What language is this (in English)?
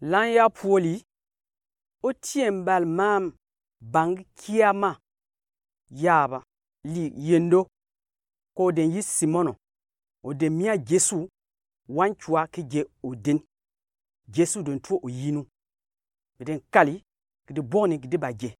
Gourmanchéma